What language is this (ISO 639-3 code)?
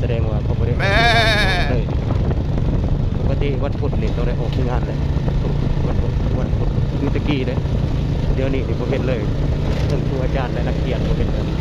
lao